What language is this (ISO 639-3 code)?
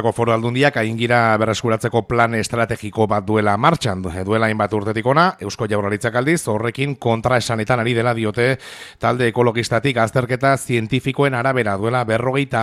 eus